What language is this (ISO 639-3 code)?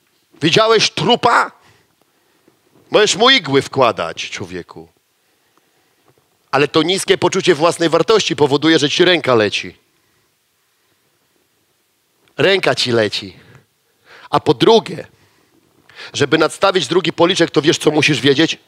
pol